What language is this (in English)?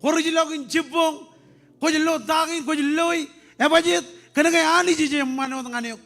Marshallese